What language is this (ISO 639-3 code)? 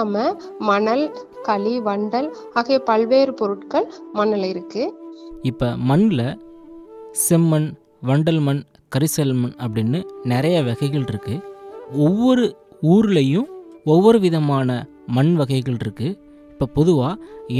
tam